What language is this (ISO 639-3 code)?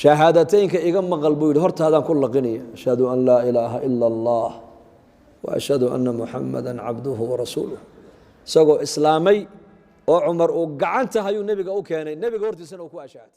som